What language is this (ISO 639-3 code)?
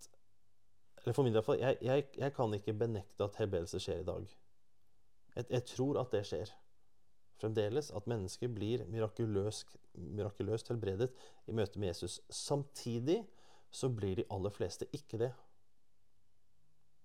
nor